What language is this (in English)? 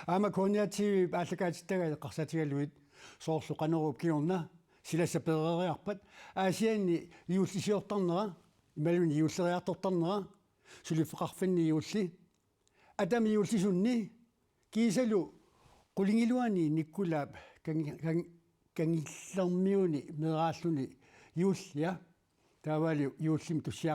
Kalaallisut